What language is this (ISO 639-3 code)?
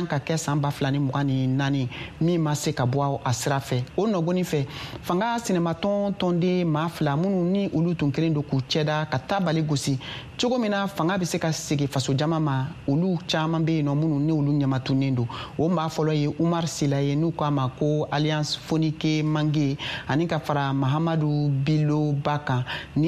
bam